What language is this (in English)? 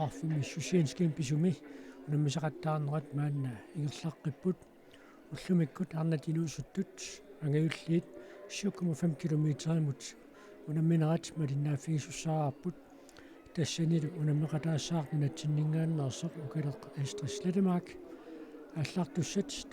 Kalaallisut